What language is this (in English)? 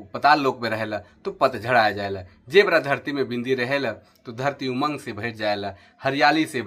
Sadri